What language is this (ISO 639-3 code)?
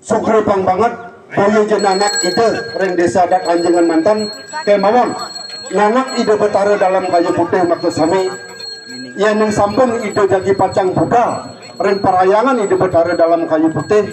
ban